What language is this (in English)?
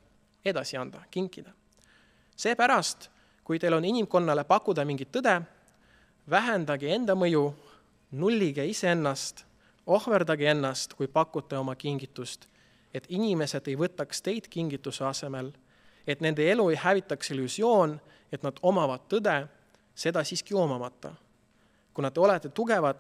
Estonian